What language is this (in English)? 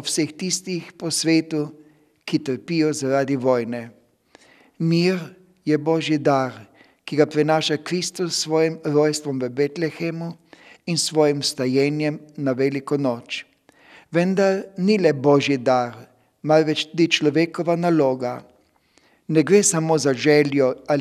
Slovenian